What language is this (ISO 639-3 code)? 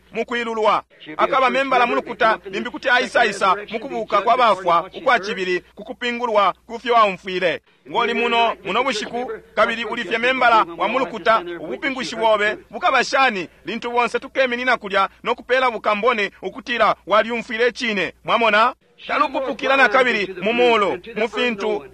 bem